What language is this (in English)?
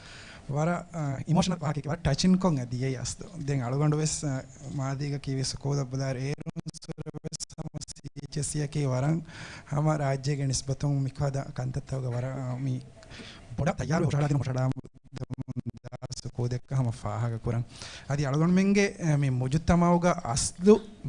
Divehi